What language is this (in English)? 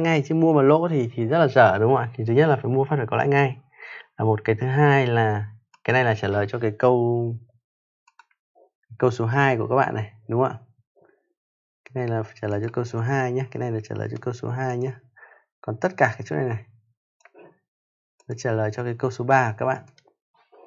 Vietnamese